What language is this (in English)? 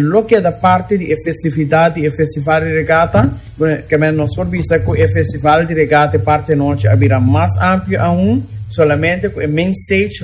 Papiamento